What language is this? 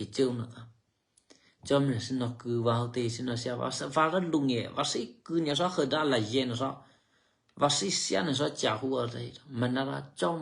Eastern Kayah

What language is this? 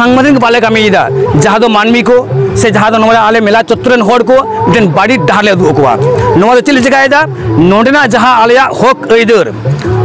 Santali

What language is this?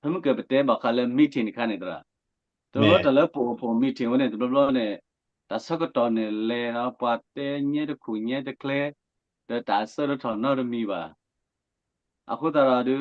S'gaw Karen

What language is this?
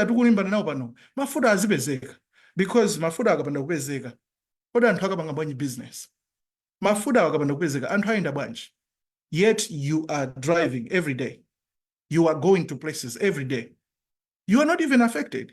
Nyanja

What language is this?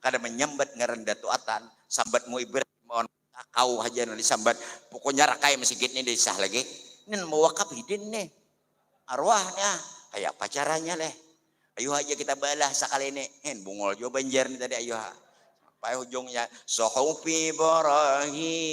Banjar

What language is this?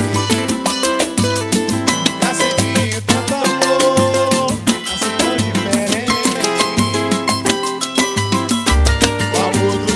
Portuguese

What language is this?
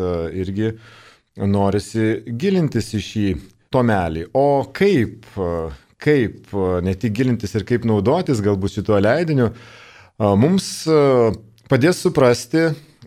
Lithuanian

